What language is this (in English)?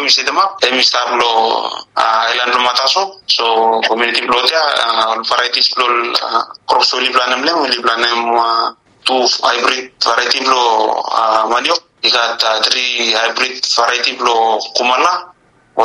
Bislama